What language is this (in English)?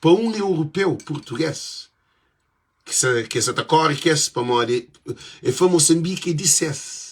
Kabuverdianu